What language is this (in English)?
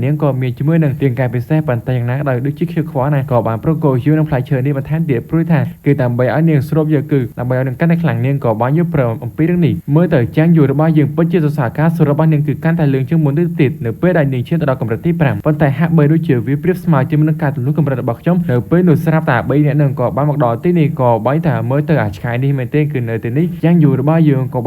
Khmer